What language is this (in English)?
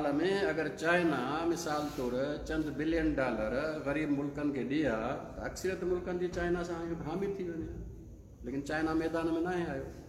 Sindhi